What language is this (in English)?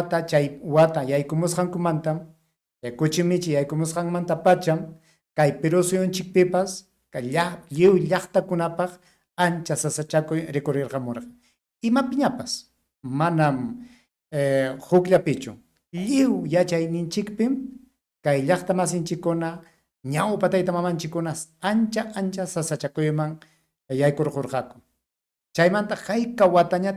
Ayacucho Quechua